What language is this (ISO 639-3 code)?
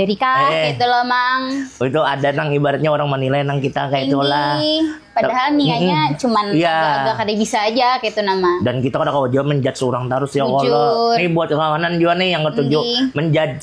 bjn